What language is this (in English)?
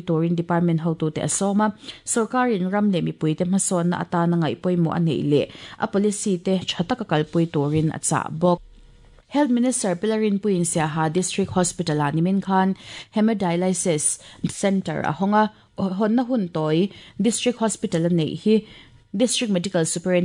Mizo